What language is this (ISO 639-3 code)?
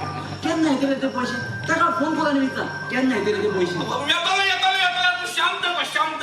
kok